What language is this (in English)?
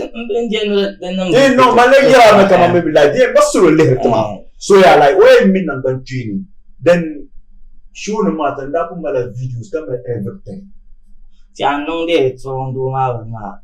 Dagbani